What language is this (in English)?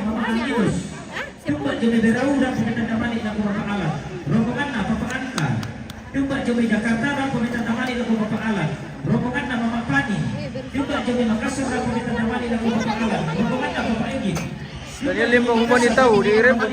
Toraja-Sa'dan